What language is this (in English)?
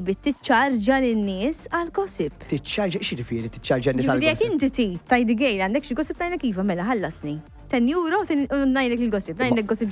Maltese